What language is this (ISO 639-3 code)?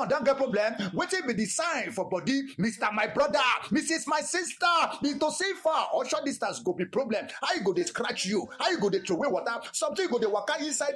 pcm